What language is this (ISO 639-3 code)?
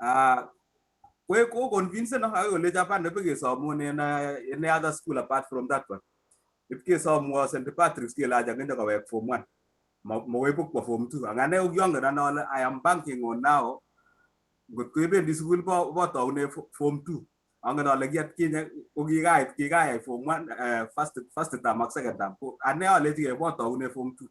kln